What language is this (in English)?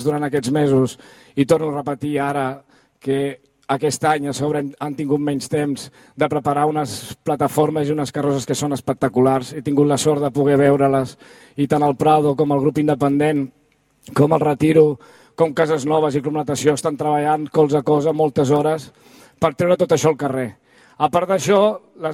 Catalan